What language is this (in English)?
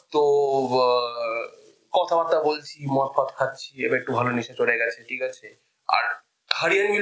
Bangla